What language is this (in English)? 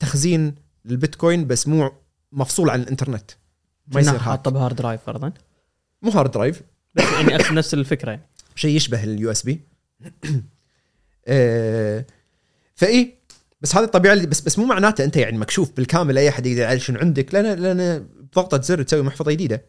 Gulf Arabic